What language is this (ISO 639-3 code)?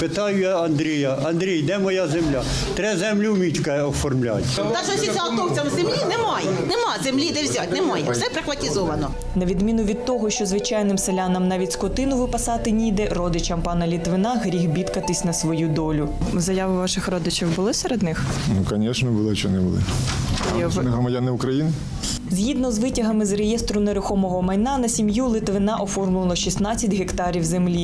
ukr